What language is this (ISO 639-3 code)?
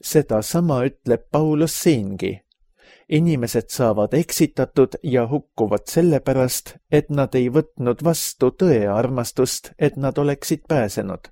est